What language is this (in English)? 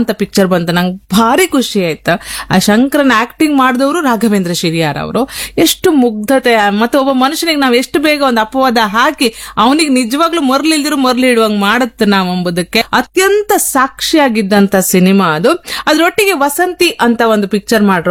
Kannada